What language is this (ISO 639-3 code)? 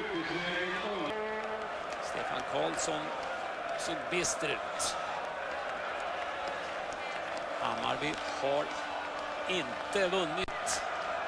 swe